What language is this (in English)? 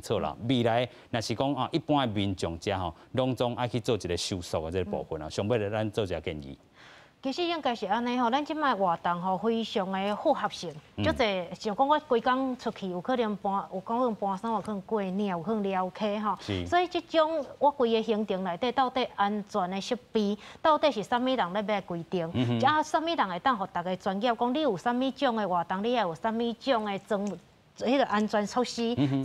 Min Nan Chinese